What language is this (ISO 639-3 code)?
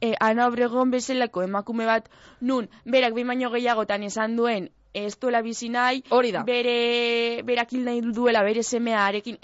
eus